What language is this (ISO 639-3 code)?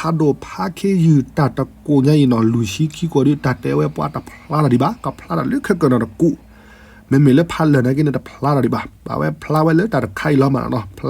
ksw